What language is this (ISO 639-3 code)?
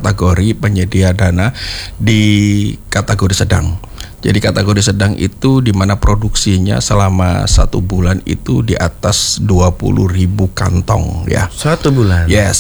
ind